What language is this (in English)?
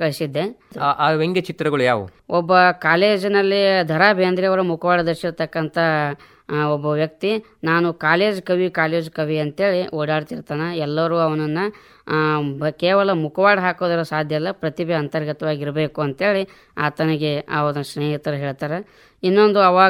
Kannada